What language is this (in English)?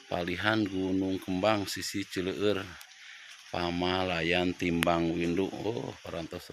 Sundanese